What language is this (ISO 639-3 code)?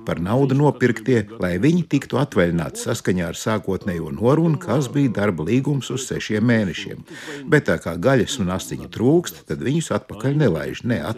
lav